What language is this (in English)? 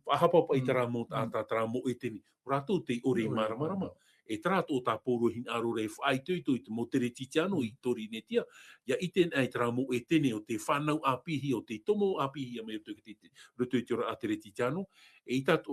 Tahitian